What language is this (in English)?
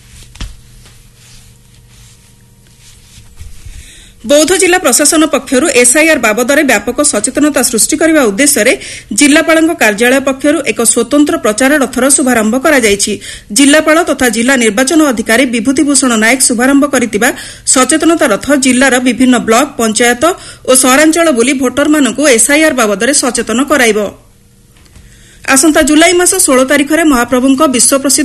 Odia